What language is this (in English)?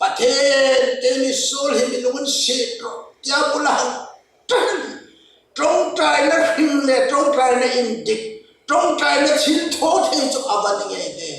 Hmar